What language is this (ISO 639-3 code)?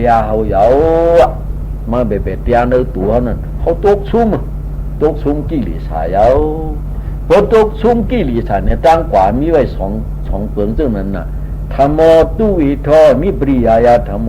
shn